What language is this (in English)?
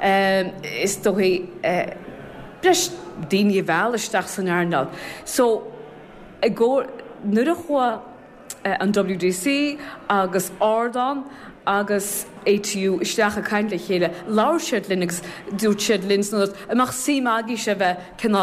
Irish